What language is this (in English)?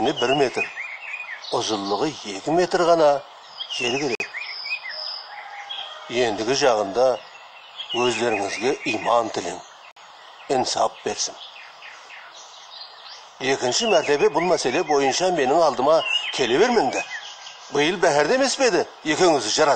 Kazakh